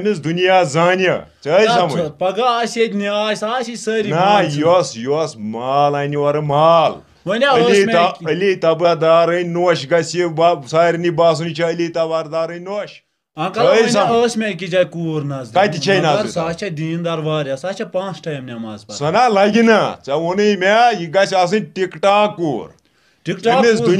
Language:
Kashmiri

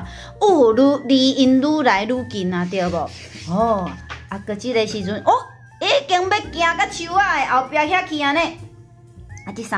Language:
Min Nan Chinese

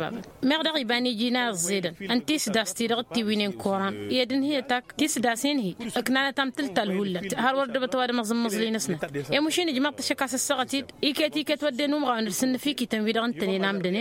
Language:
Tamasheq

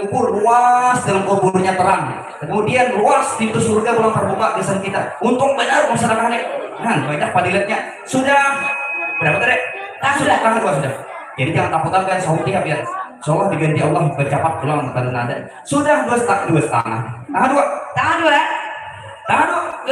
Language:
Banjar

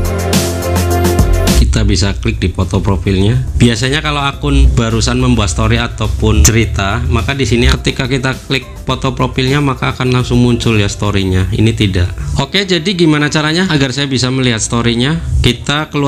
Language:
Indonesian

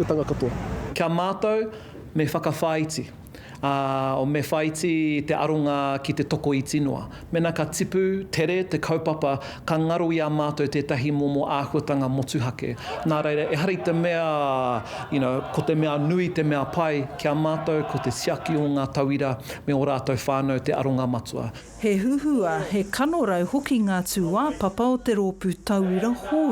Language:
Māori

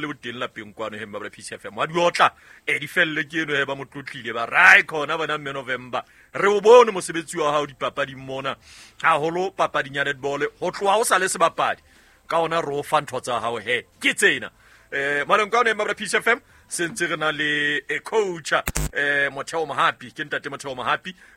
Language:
Southern Sotho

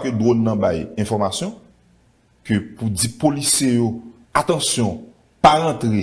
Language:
Haitian Creole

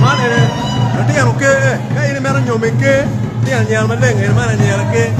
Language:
Acoli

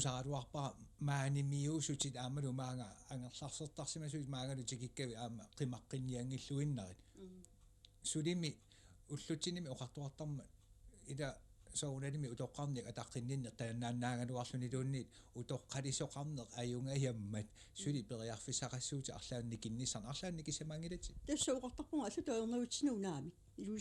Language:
Kalaallisut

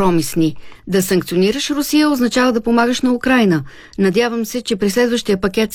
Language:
Bulgarian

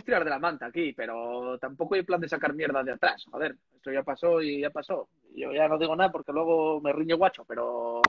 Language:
Spanish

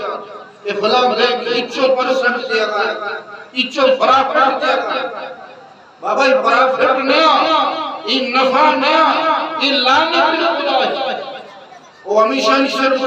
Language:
Eastern Balochi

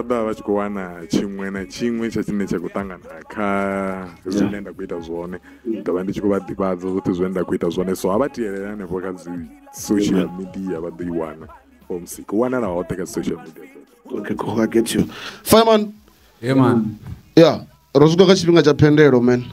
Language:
Venda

